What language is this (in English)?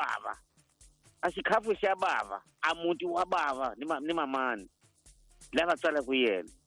Tsonga